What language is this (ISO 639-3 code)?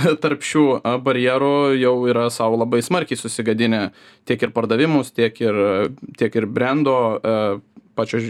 lit